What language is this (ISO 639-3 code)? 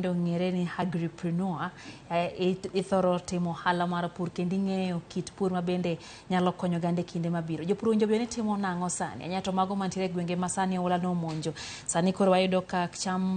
luo